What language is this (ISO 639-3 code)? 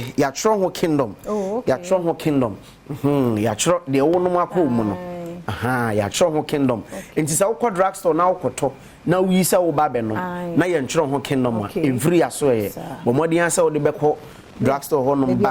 aka